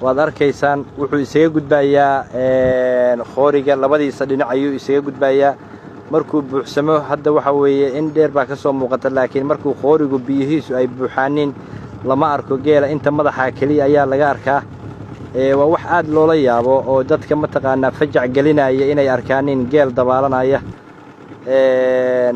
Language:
Somali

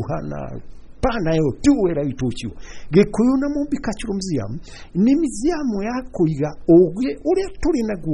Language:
Kikuyu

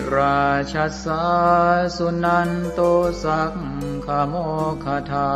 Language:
Pali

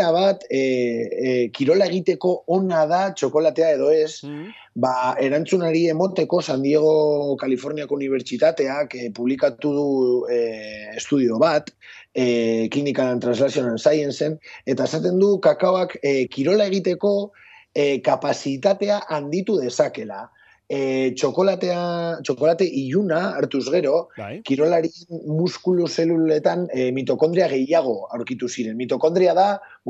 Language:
Basque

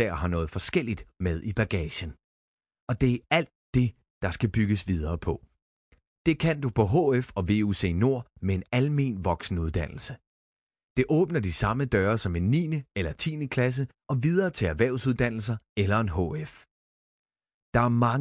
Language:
Danish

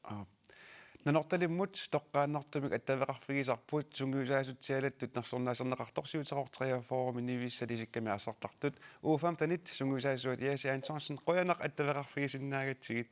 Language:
Kalaallisut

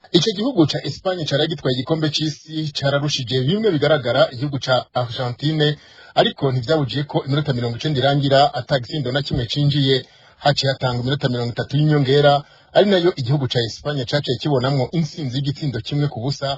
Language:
Rundi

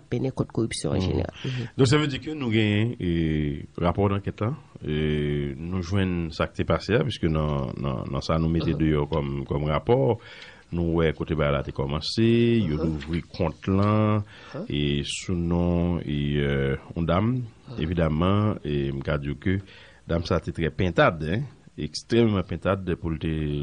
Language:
Haitian Creole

